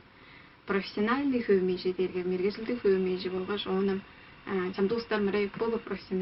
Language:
Tuvinian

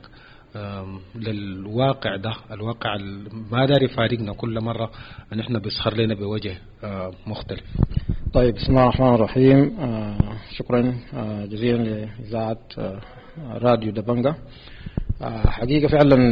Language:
Sudanese Arabic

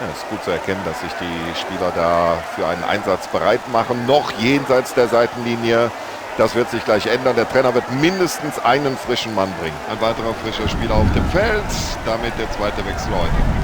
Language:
Bavarian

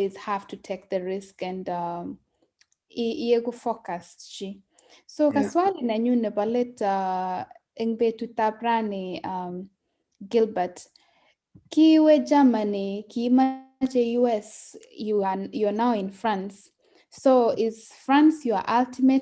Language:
Kalenjin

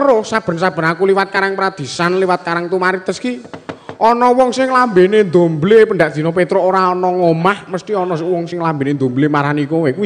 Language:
Javanese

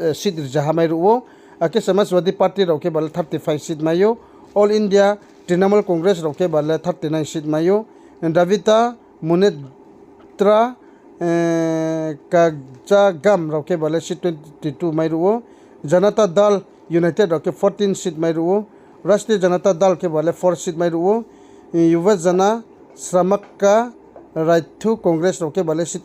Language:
Riang (India)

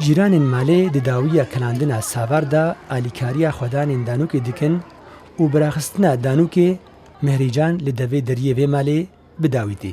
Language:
Kurdish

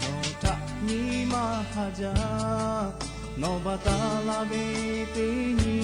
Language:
Lahu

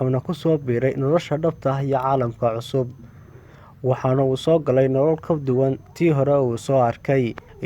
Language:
Somali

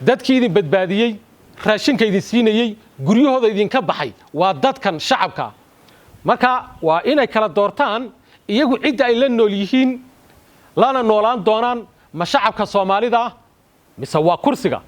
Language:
Somali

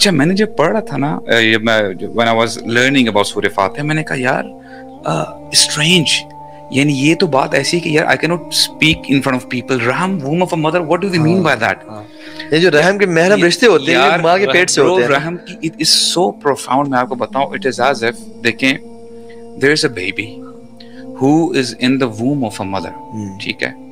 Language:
Urdu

